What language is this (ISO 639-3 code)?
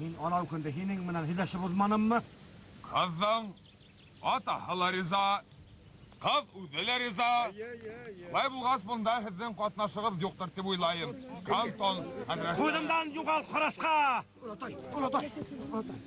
bak